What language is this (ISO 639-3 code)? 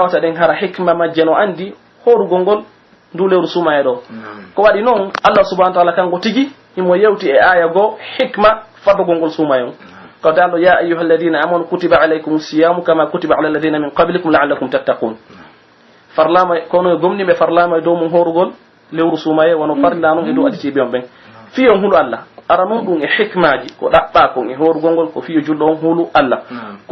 fuf